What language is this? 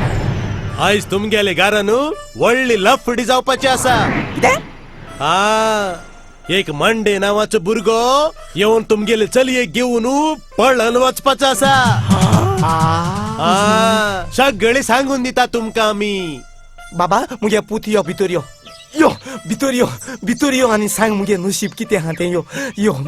Konkani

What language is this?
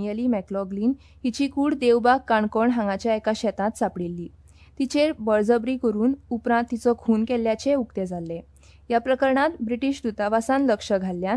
Konkani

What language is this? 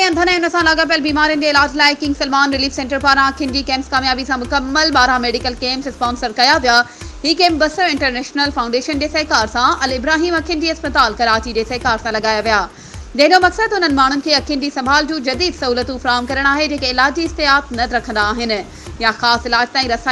Sindhi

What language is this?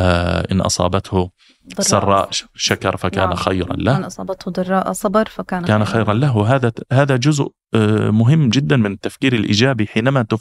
Arabic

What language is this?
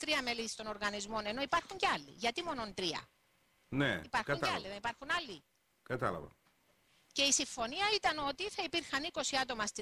Greek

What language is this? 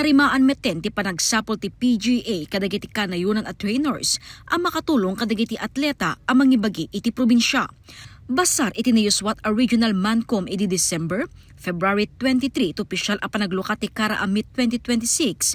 Iloko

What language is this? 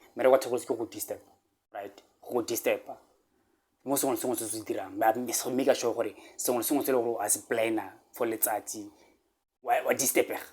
Tswana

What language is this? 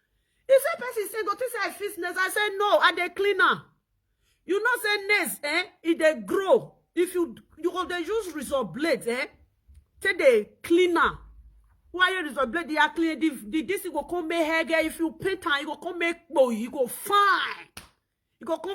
Nigerian Pidgin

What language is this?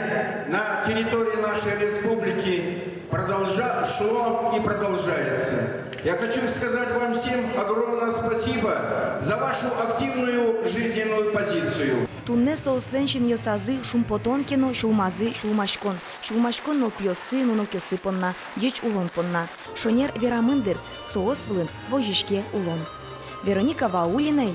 Udmurt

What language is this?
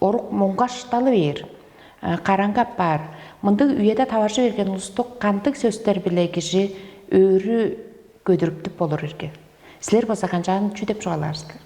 Tuvinian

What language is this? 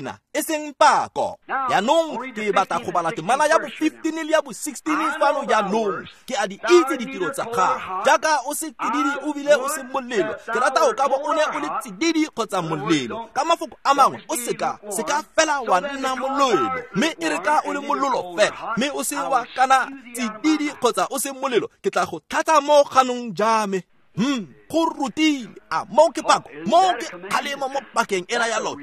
Tswana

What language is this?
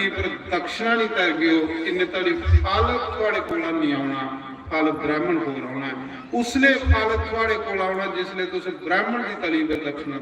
Dogri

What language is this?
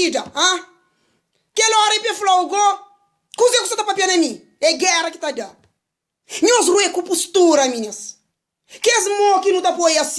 Kabuverdianu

